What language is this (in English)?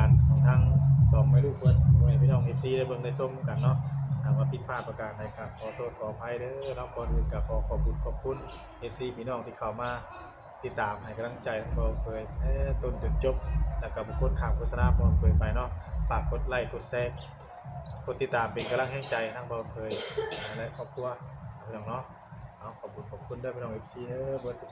Northeastern Thai